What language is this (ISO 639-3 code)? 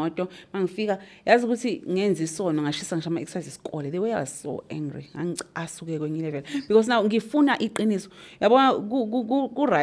zul